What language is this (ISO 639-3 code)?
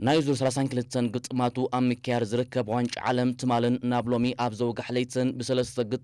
tir